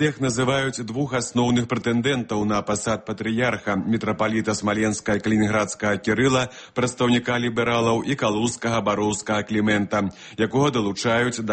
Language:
Belarusian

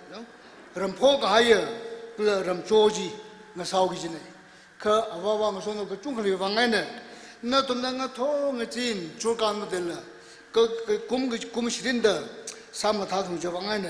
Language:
Tangkhul Naga (India)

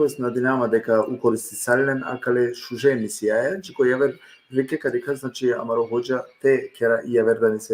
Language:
Balkan Romani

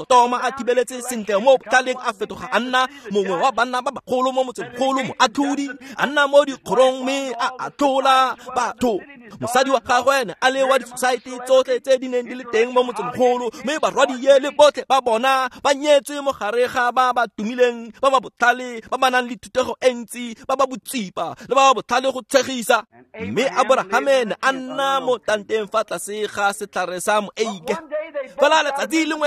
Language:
Tswana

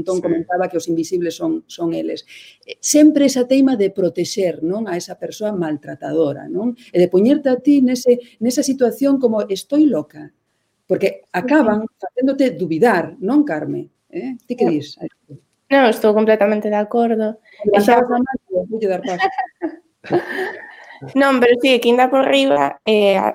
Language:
Galician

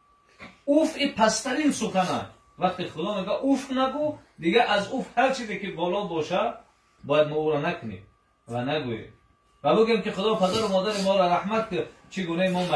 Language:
Tajik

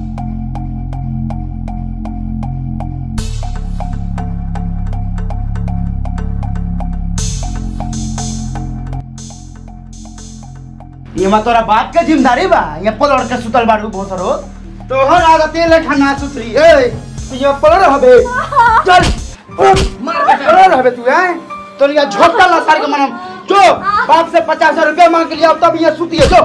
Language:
Bhojpuri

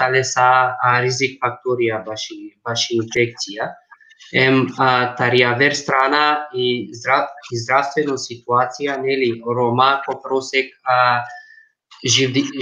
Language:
Balkan Romani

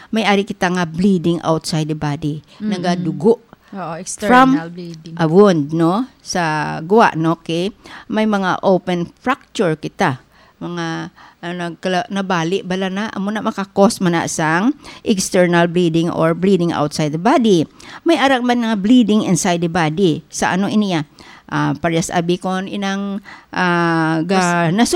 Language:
Hiligaynon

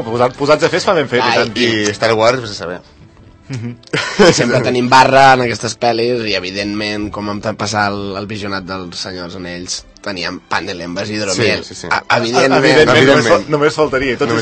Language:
Catalan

